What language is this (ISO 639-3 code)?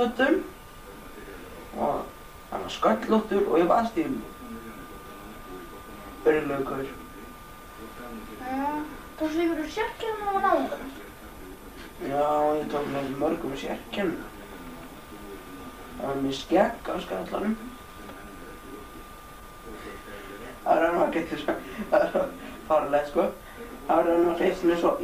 isl